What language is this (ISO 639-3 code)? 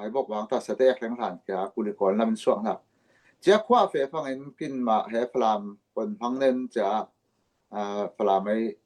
cfm